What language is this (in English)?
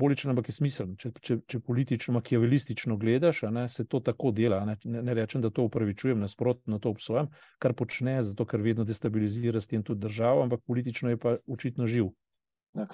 Slovenian